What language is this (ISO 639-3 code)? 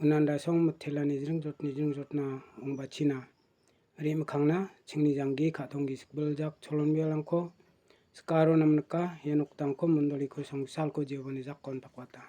grt